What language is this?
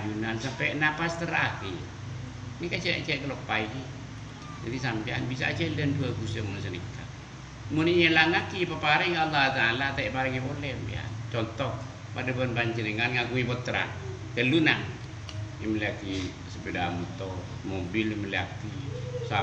Madurese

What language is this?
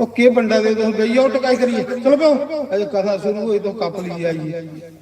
Dogri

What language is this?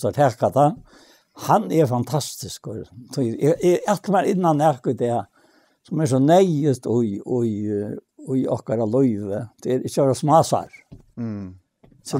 Faroese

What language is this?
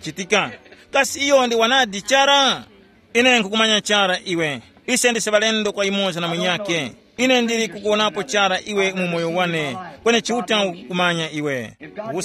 Tumbuka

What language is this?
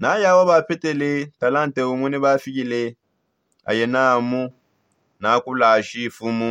Songe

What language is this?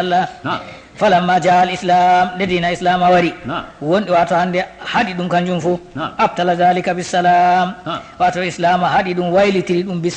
Fula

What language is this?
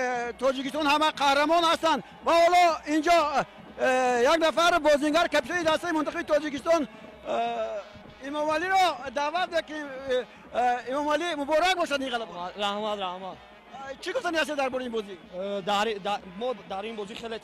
Tajik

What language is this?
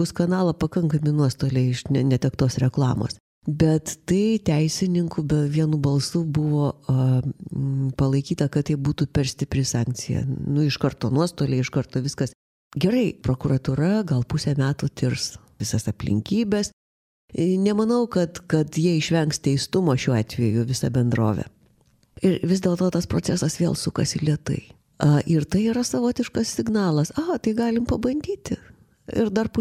Lithuanian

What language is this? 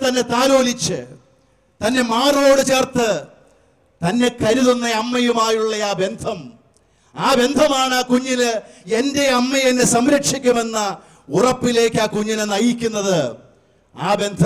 Malayalam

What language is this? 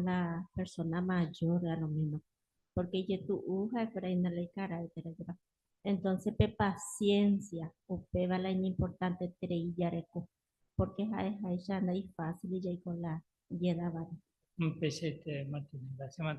Guarani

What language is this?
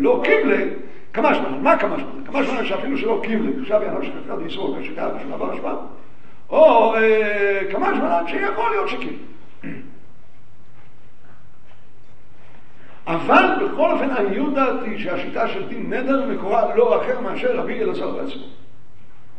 Hebrew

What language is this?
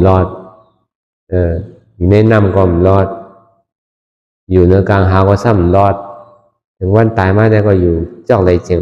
Shan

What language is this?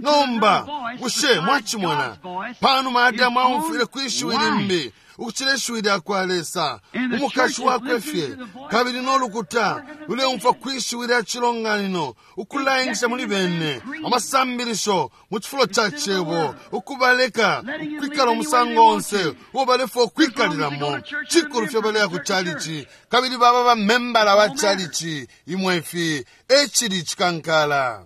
Bemba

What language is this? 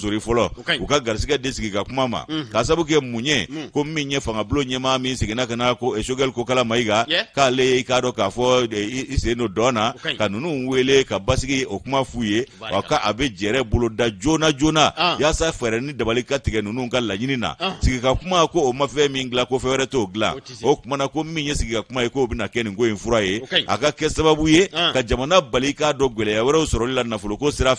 Bambara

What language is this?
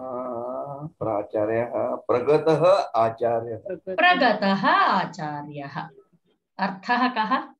Sanskrit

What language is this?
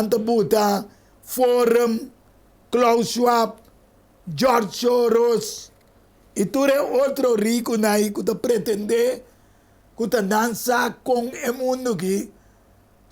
Papiamento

